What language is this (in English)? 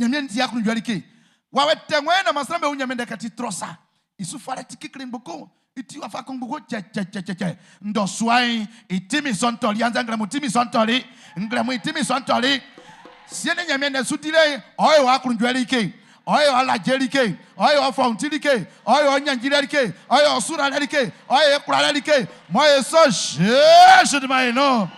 Baoulé